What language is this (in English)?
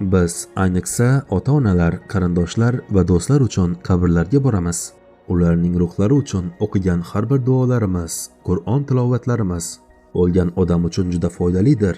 Uzbek